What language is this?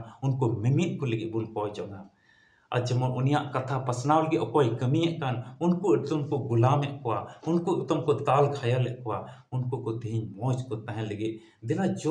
Santali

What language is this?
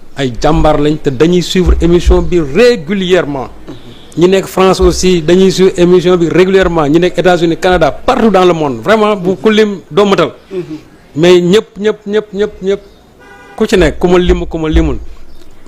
Wolof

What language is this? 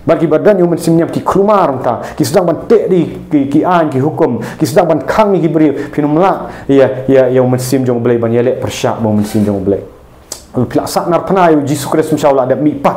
Khasi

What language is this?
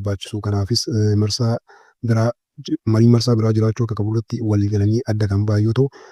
Oromo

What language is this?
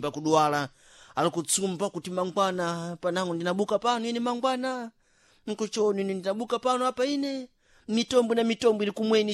Sena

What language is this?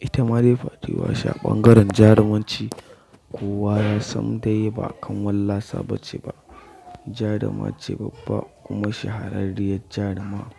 Hausa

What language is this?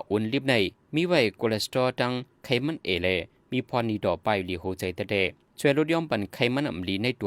Shan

